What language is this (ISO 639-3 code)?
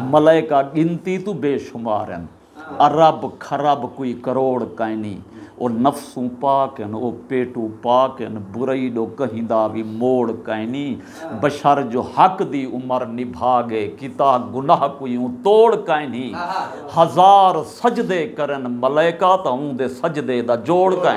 skr